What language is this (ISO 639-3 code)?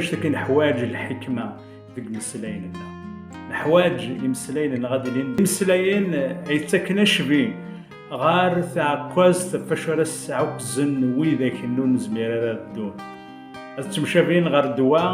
kab